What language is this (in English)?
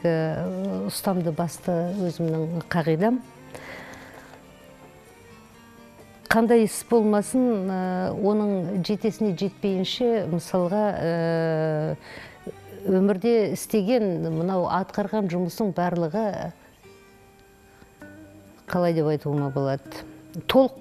Kazakh